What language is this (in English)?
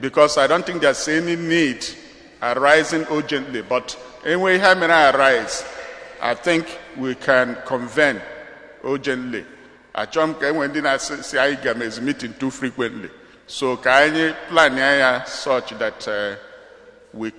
Igbo